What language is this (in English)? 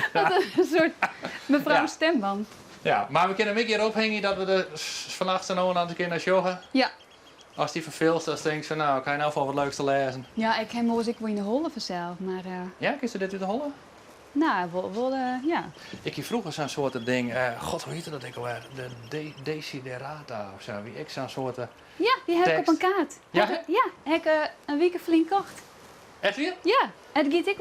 Western Frisian